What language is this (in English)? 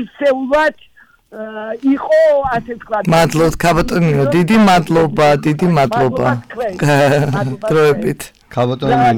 Georgian